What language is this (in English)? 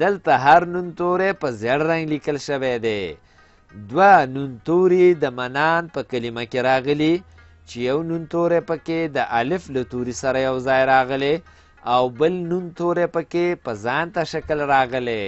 Pashto